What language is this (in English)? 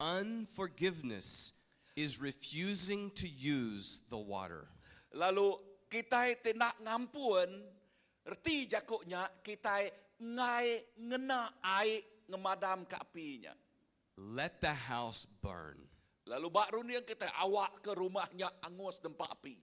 Iban